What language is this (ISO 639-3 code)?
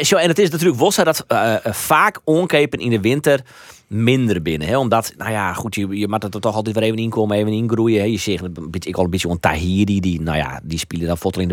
fry